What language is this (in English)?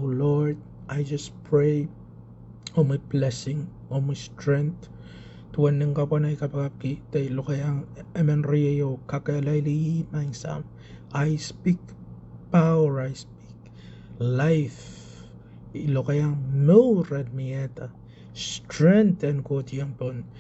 Pohnpeian